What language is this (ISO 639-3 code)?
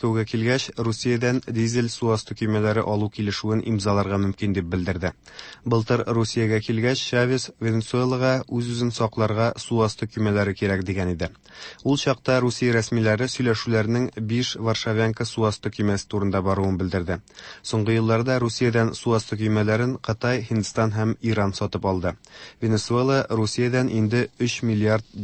tat